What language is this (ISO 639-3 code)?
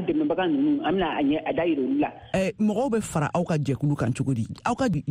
bam